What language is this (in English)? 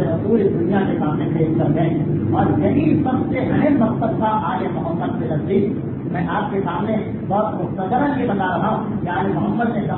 Urdu